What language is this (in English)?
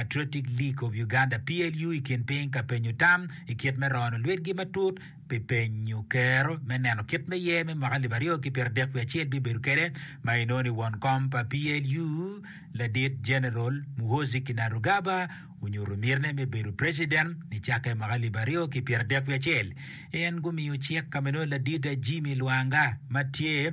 Acoli